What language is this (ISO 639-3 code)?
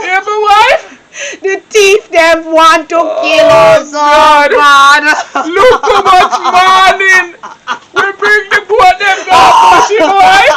jam